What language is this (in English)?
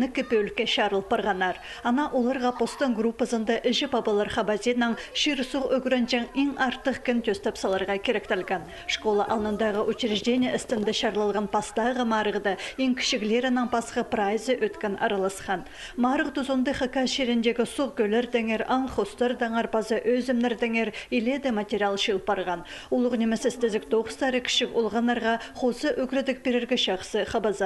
Khakas